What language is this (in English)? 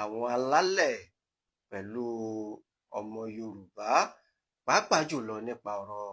Yoruba